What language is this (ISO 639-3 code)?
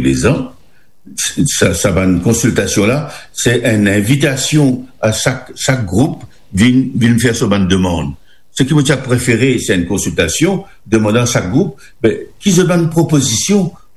mfe